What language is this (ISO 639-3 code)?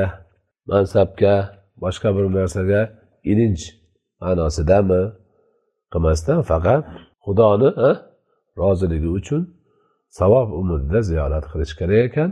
uzb